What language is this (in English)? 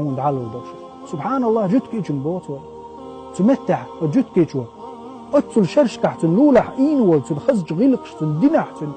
Chechen